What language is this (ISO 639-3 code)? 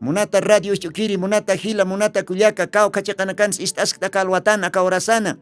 aym